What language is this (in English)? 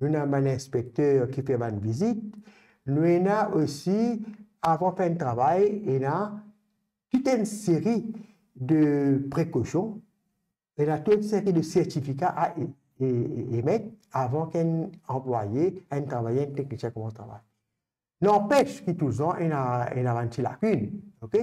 Morisyen